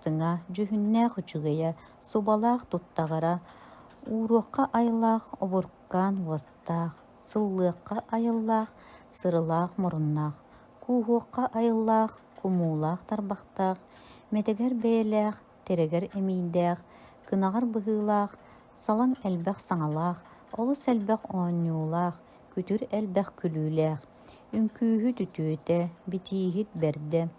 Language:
Yakut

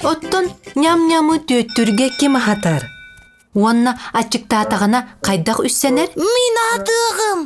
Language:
Yakut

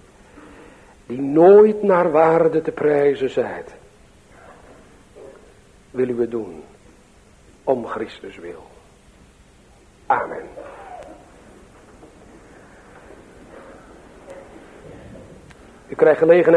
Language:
Dutch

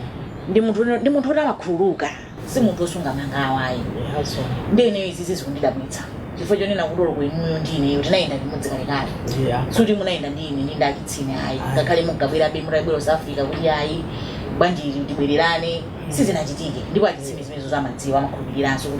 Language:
Nyanja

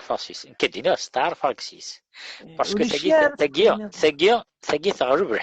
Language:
Kabyle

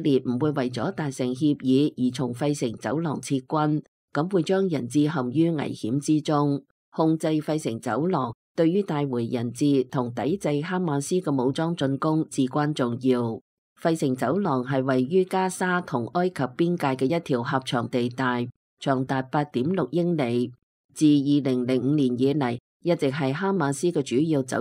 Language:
Cantonese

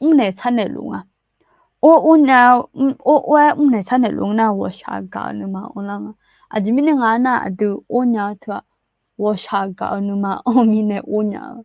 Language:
Akha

